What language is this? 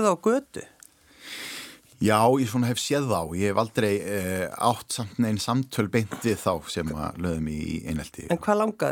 Icelandic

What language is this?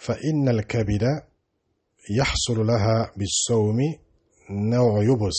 Dyula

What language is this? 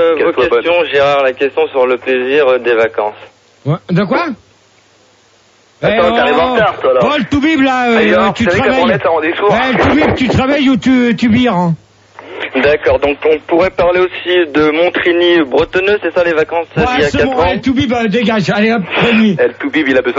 French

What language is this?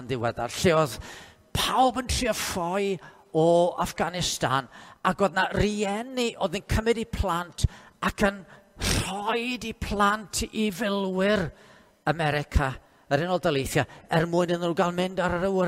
Welsh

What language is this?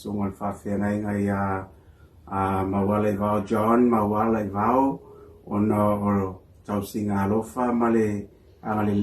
Samoan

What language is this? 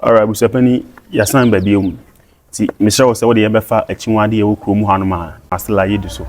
Akan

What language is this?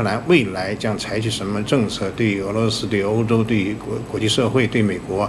Chinese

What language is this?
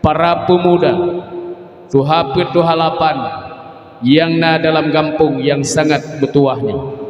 Achinese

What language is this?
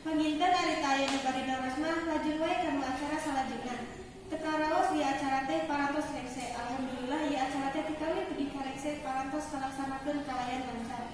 Sundanese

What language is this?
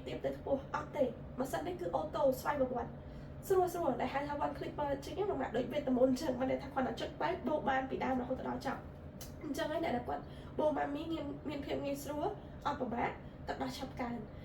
Khmer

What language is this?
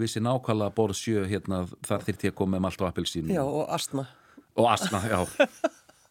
Icelandic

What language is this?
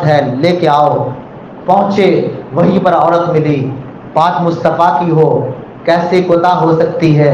Urdu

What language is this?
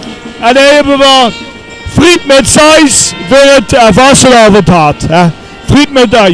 Limburgish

